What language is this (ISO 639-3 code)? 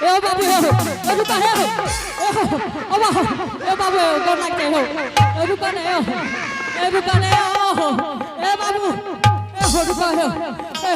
anp